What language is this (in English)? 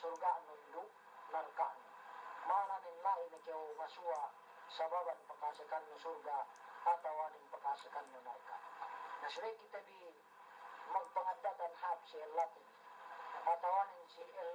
Yakan